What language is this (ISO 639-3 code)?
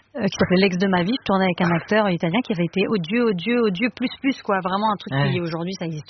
fra